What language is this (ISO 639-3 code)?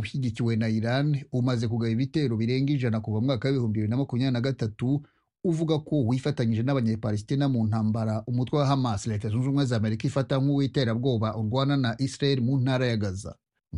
kin